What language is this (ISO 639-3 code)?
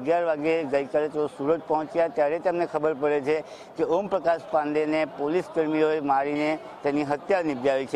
guj